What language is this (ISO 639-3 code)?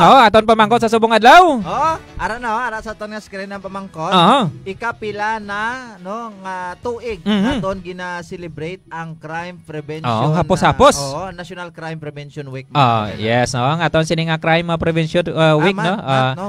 hil